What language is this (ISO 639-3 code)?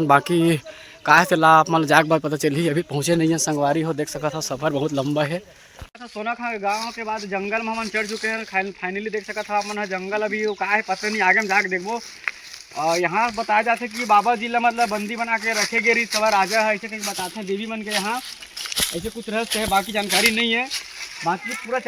hne